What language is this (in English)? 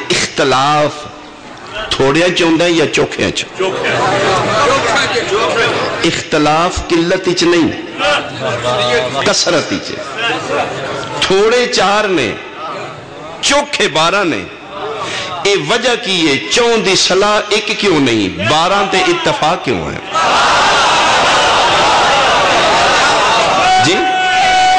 Western Panjabi